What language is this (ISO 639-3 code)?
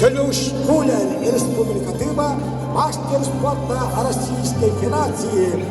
sah